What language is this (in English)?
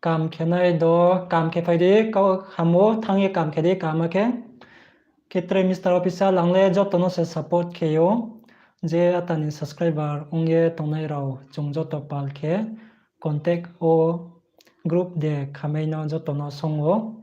Riang (India)